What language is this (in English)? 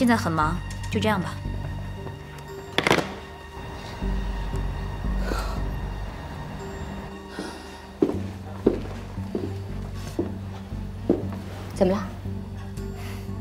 Chinese